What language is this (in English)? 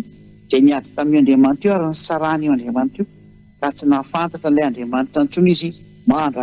Malagasy